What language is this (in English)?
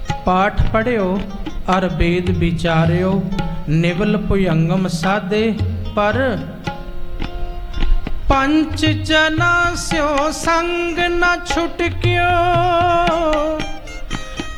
Punjabi